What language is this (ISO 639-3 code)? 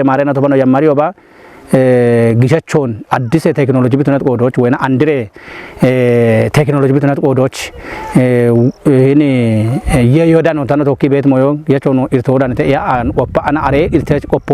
kbr